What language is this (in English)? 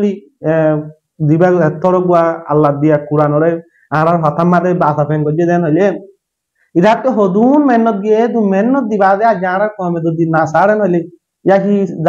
Rohingya